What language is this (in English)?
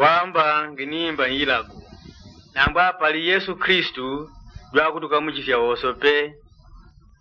Yao